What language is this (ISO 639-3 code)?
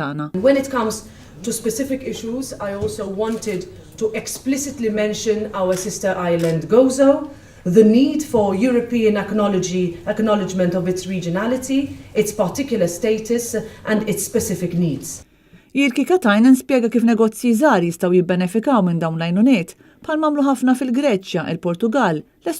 mlt